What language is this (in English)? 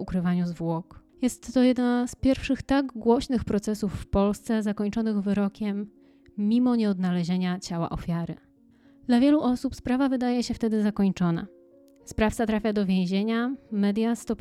Polish